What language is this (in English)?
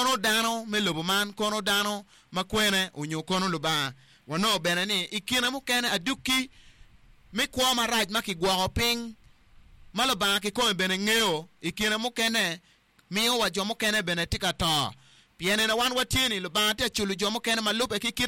Acoli